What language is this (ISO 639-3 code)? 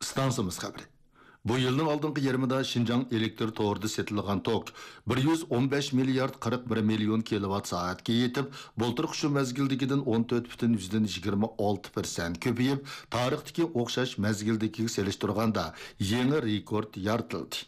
uig